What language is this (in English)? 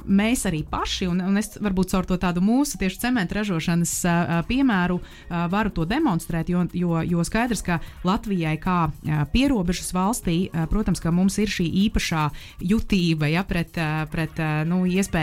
Latvian